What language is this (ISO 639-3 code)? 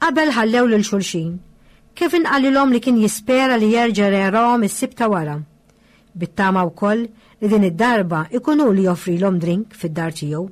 mlt